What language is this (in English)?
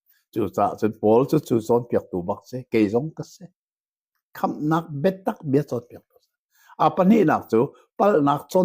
Hakha Chin